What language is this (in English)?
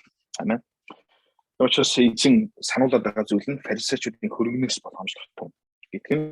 Mongolian